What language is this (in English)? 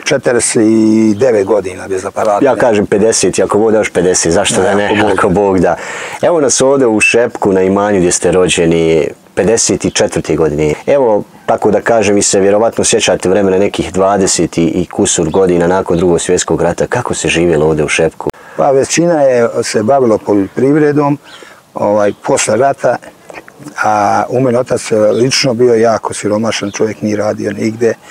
Bosnian